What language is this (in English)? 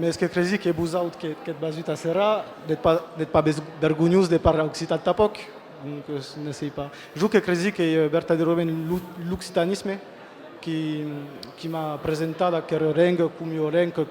Occitan